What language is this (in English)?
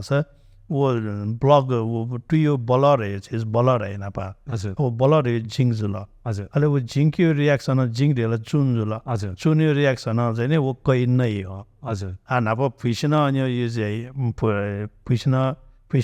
Newari